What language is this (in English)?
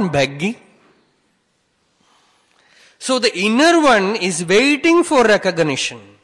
English